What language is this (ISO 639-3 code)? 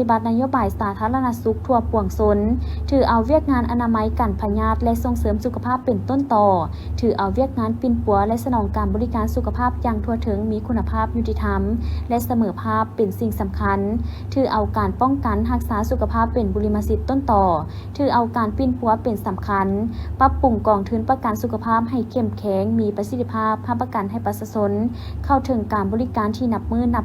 lao